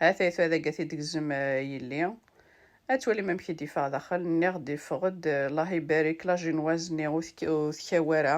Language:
Kabyle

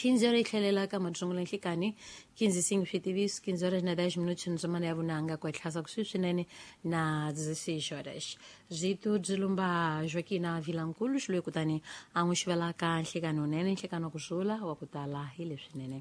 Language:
Tsonga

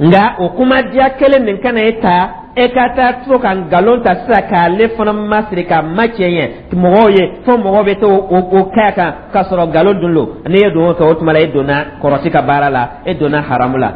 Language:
Dyula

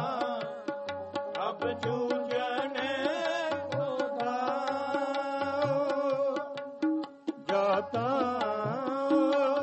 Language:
Punjabi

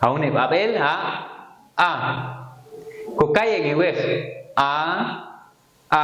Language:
Popti'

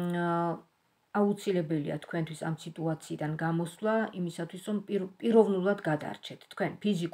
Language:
Georgian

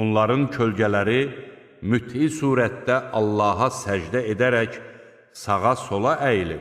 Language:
Azerbaijani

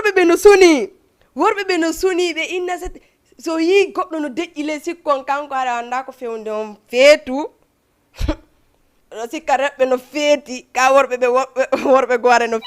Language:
Fula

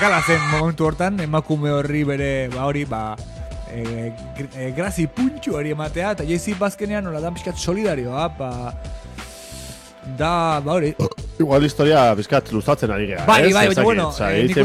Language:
Basque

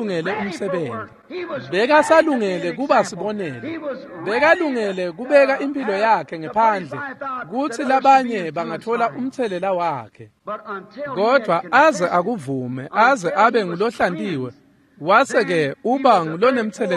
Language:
Swati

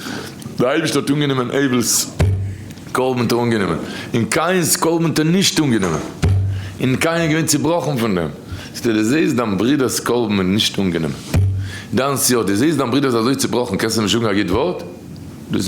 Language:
Yiddish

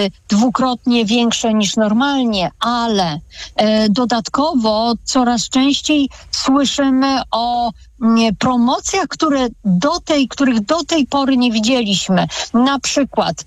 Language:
Polish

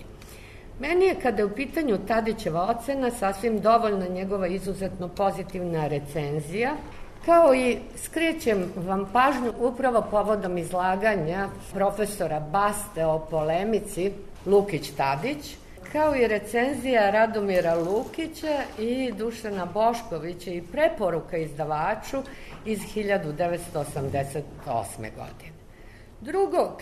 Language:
Serbian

